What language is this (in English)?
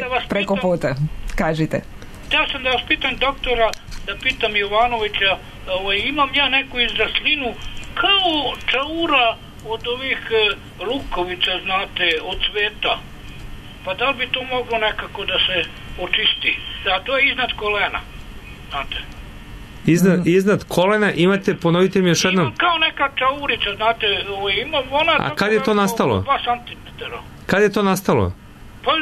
Serbian